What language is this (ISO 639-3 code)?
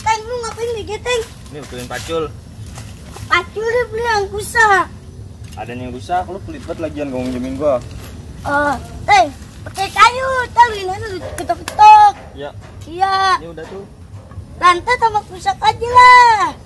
bew